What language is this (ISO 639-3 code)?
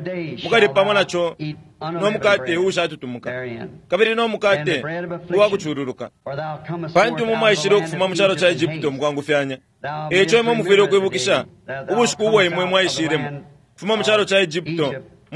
bem